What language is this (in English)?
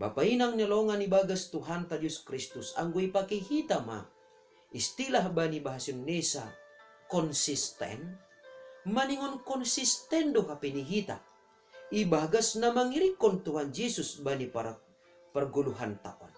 Batak Simalungun